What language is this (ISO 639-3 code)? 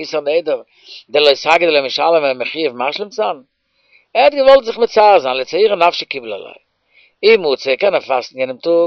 yid